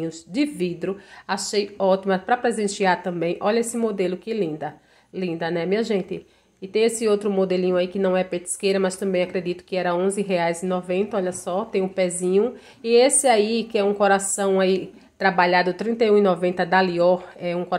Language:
Portuguese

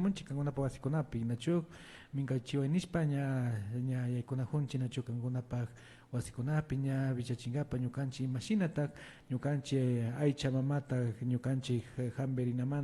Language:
Imbabura Highland Quichua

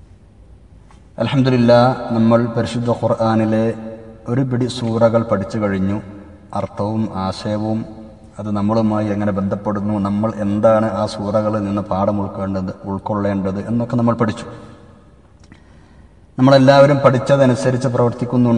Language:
Malayalam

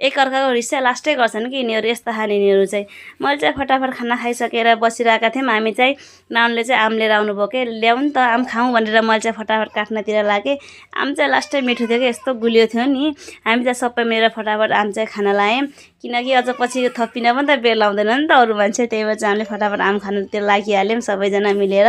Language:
Nepali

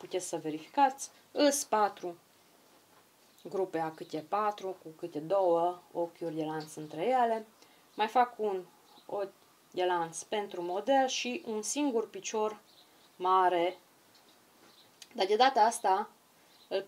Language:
Romanian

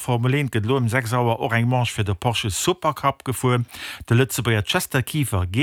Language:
Luxembourgish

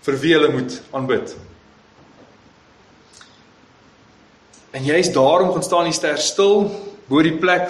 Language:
Afrikaans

